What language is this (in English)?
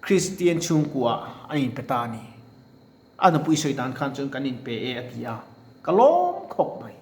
Mizo